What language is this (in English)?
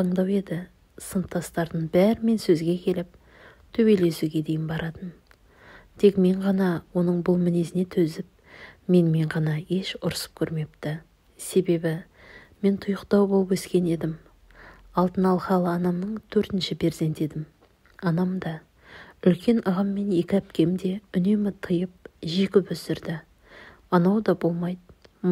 Kazakh